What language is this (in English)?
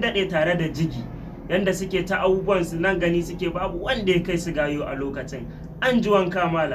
Hausa